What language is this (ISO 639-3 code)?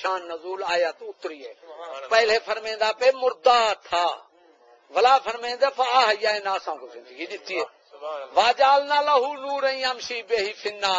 skr